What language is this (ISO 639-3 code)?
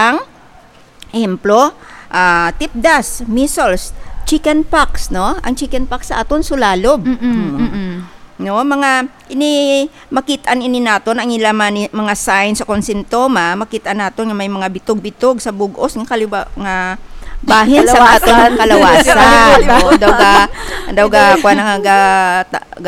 hil